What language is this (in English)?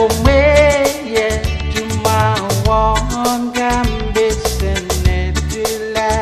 Pohnpeian